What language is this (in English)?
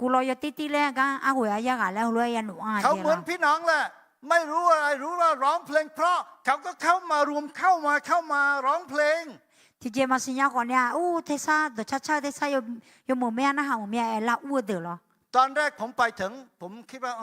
Akha